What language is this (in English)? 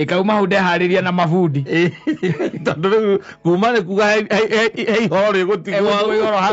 Kikuyu